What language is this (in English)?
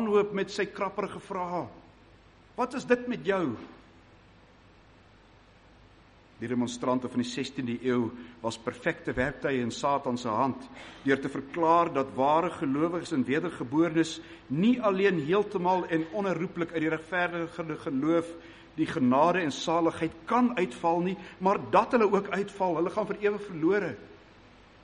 Afrikaans